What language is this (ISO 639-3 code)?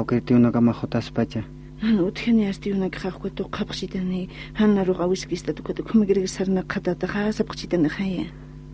aym